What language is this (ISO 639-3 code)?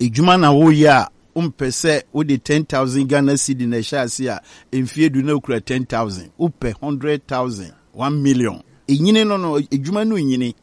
aka